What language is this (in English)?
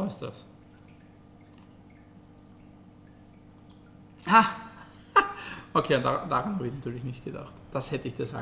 German